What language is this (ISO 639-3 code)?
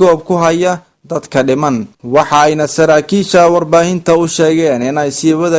som